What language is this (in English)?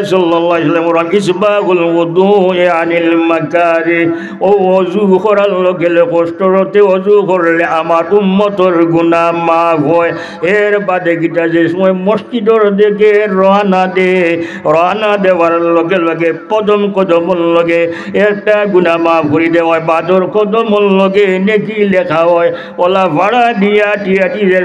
Sylheti